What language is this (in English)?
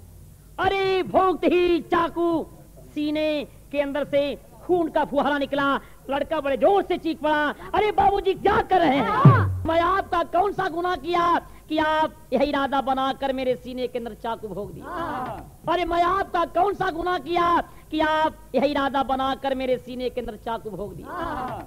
Bhojpuri